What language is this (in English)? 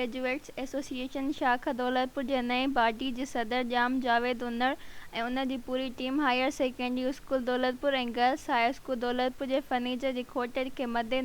Sindhi